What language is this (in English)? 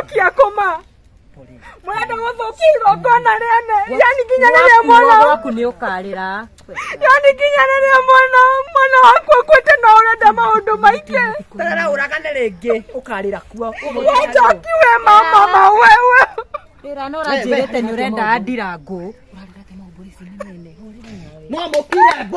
Kikuyu